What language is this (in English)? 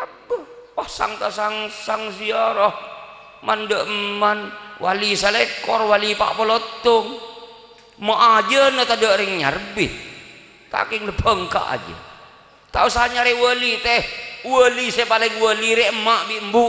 Madurese